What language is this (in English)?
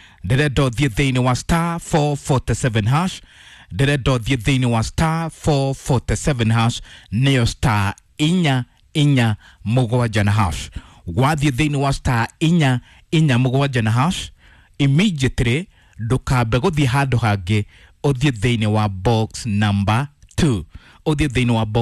Kikuyu